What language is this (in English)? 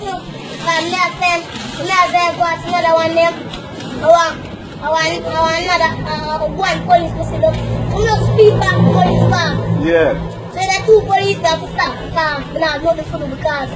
Jamaican Creole English